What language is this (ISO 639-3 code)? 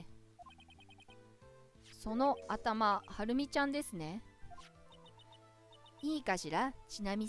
jpn